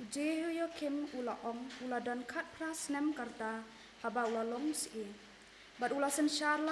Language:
Khasi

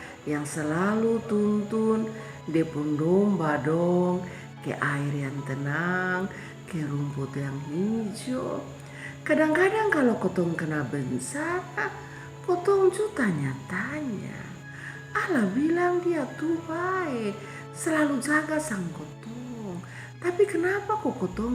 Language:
Kupang Malay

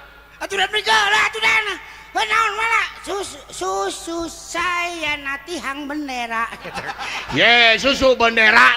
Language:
Sundanese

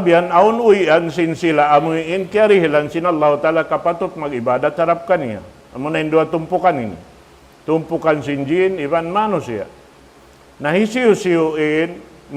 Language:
Tausug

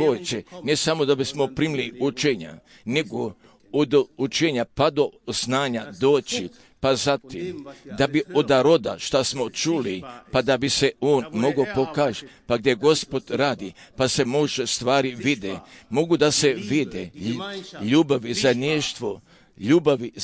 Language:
Croatian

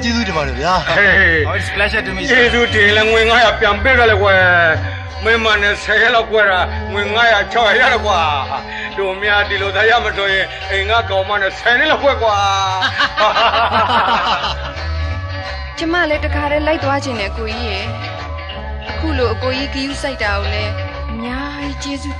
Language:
Burmese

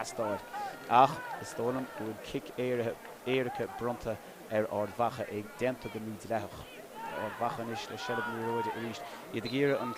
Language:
Irish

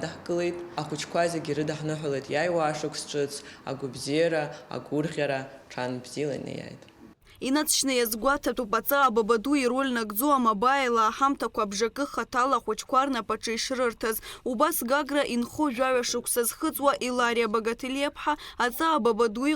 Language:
Abkhazian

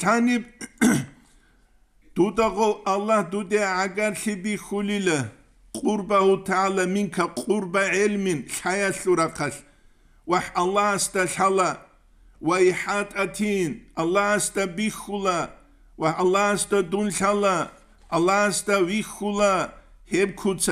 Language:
Avaric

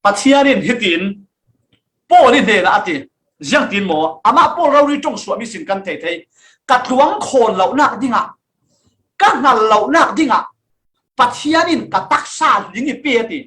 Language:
Falam Chin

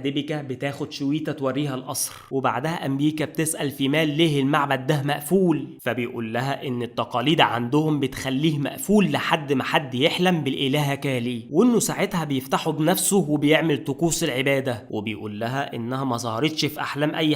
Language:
Egyptian Arabic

